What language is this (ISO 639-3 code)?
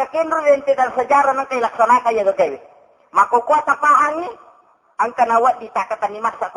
bug